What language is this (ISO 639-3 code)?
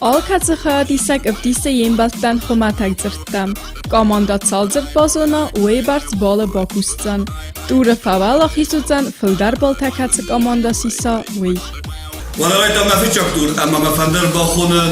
oss